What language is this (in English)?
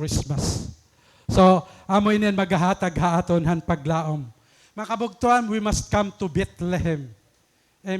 Waray